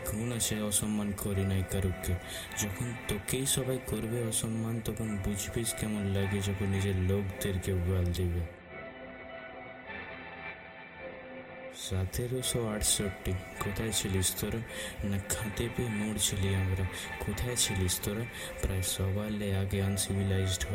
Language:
Bangla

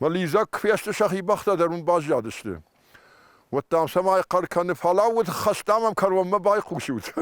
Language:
Ossetic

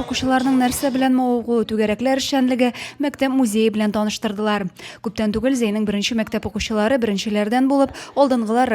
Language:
Tatar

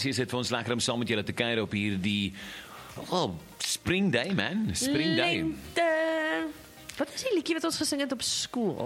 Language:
Afrikaans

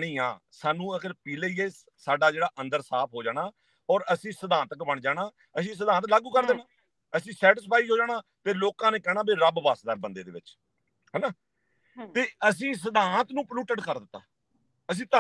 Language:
Punjabi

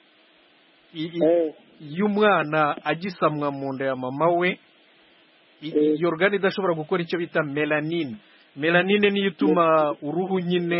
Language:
Kinyarwanda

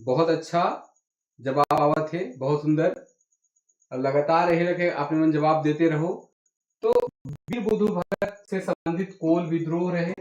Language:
Sadri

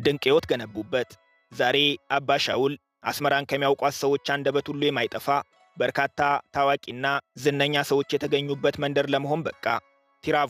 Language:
Amharic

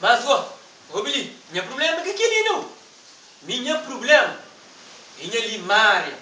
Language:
Kabuverdianu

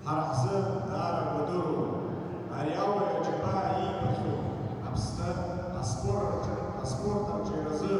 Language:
Abkhazian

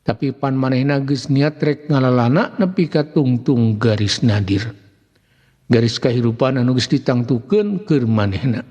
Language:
Sundanese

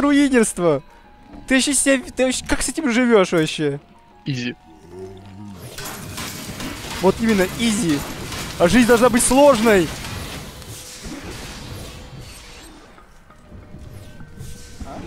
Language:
Russian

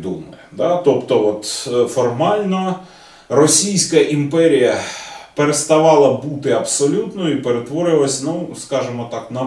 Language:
Ukrainian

